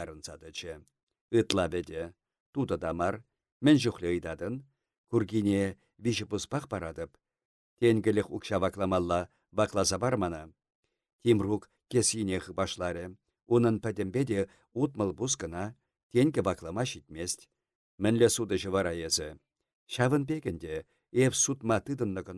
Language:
Chuvash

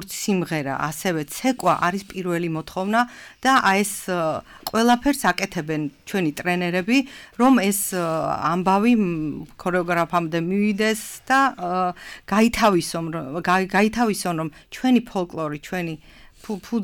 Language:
Georgian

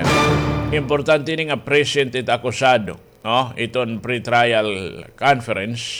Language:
Waray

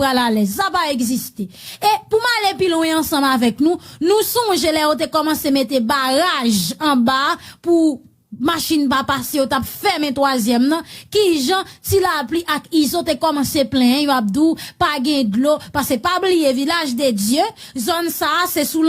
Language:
Haitian Creole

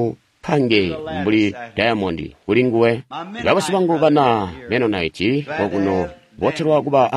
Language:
Tonga (Zambia)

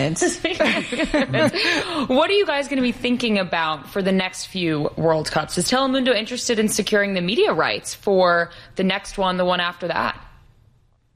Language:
English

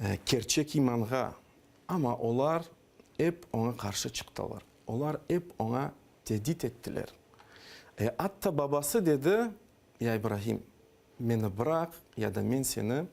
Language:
Crimean Tatar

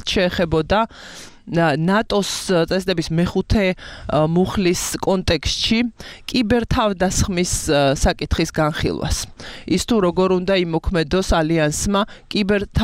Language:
Georgian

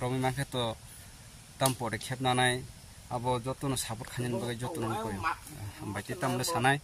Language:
Kok Borok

